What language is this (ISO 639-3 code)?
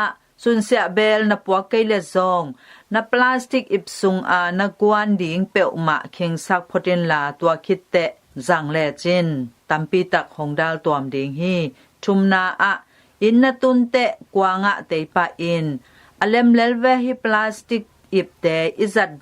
ctd